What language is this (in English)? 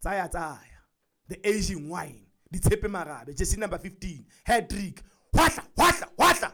Southern Sotho